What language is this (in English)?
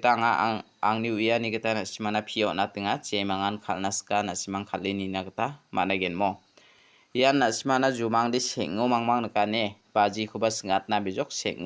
Garo